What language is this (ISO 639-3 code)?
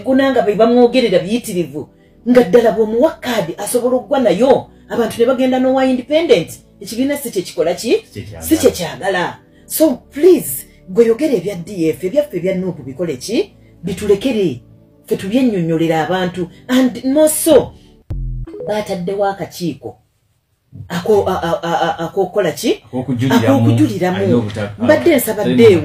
lug